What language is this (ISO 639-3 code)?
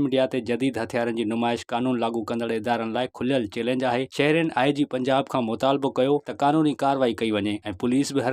snd